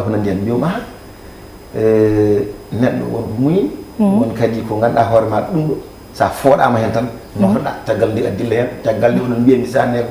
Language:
Fula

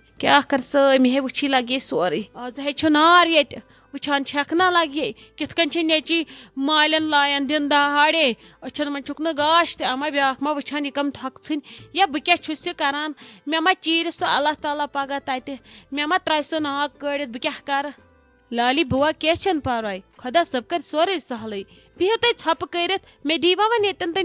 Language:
Kashmiri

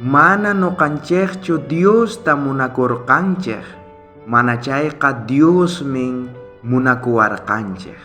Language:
South Bolivian Quechua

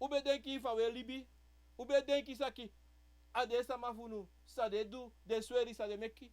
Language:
Sranan Tongo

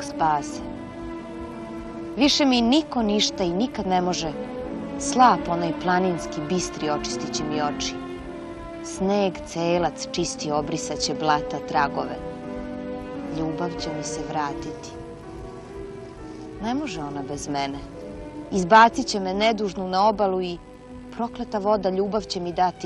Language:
Serbian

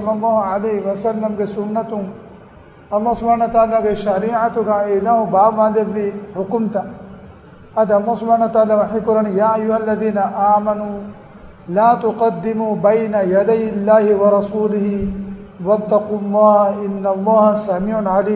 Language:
Divehi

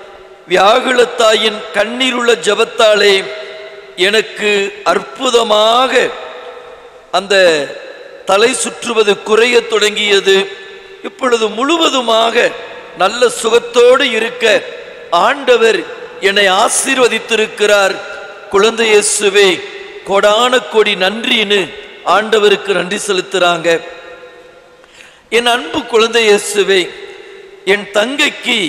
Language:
Tamil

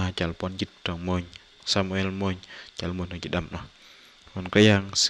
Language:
Bahnar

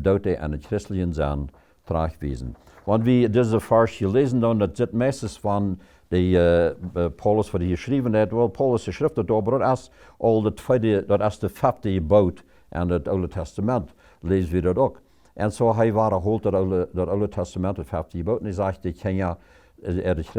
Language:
Plautdietsch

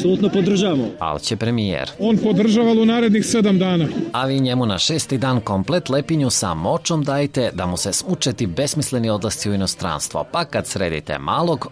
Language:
Serbian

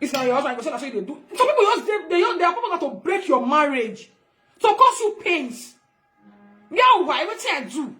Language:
Nigerian Pidgin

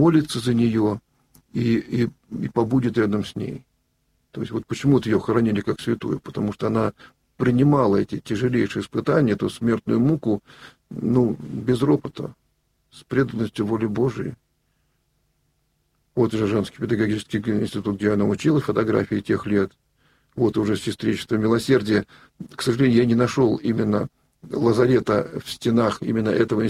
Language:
Russian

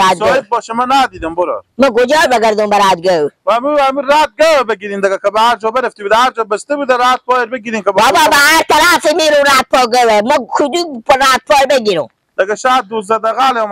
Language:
Persian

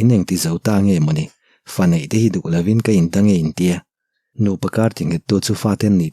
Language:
Mizo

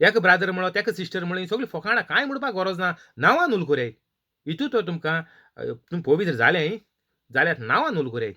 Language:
Konkani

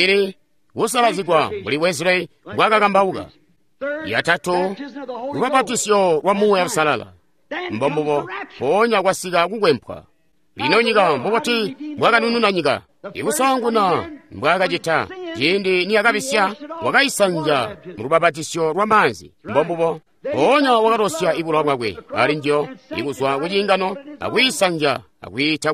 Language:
Tonga (Zambia)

